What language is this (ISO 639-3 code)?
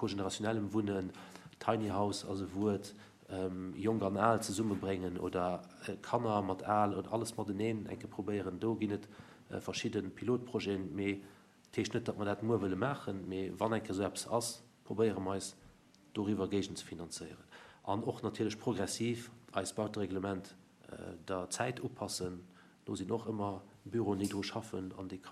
ltz